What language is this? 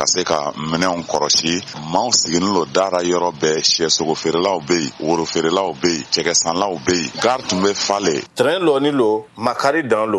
Bambara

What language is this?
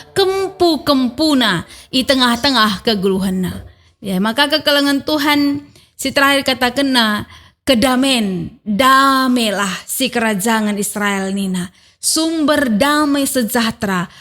Batak Karo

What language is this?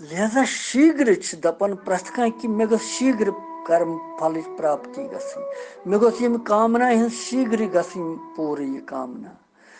Kashmiri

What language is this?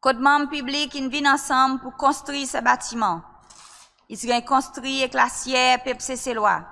Seselwa Creole French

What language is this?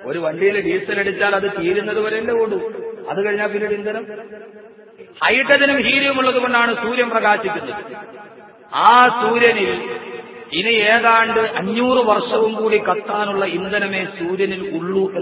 Malayalam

